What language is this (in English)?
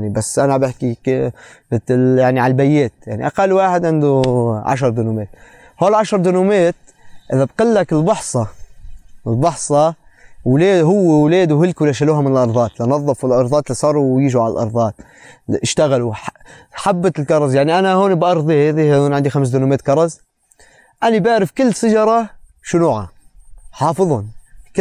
North Levantine Arabic